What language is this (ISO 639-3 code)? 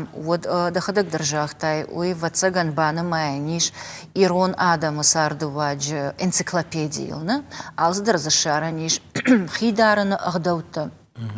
oss